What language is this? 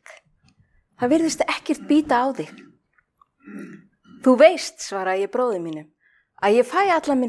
Icelandic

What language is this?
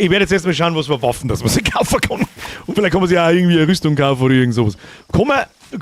Bavarian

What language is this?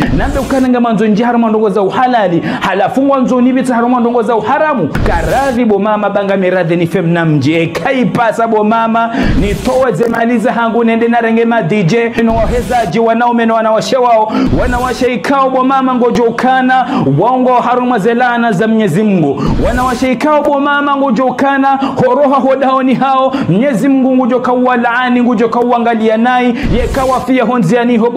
Ngazidja Comorian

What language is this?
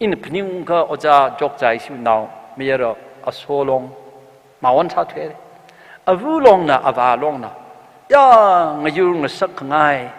Tangkhul Naga (India)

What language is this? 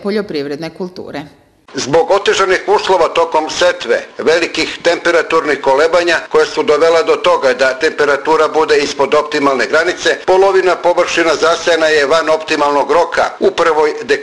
Serbian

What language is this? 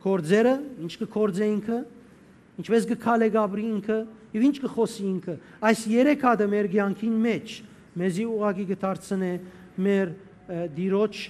Western Armenian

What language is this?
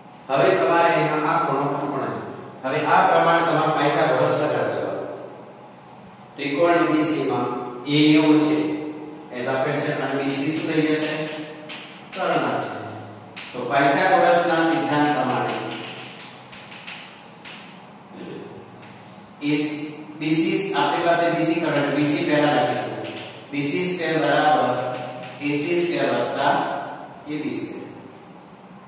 Gujarati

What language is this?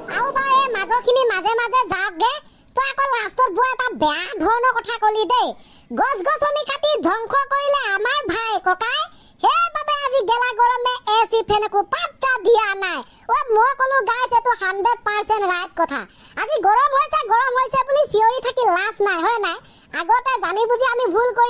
Assamese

